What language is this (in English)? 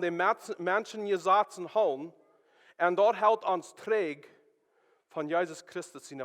Plautdietsch